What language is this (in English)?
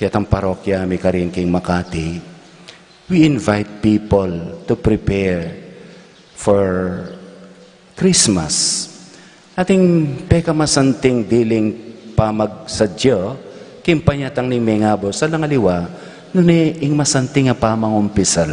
Pampanga